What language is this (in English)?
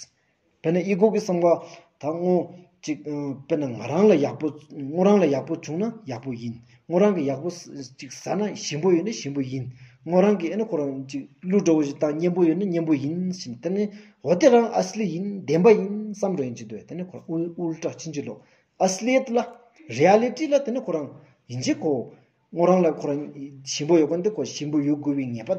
Stod Bhoti